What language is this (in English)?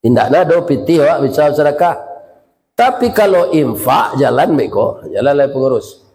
Minangkabau